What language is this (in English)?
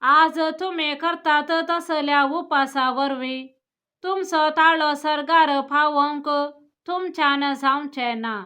Konkani